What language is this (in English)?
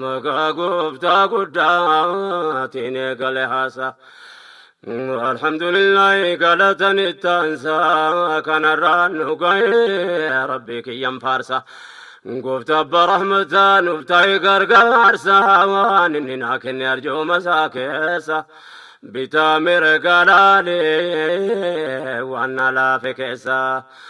Oromo